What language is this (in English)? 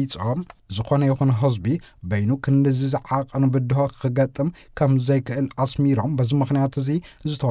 Tigrinya